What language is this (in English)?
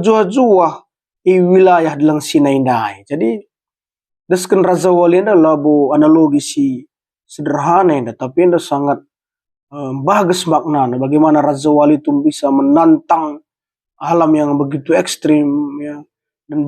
Batak Karo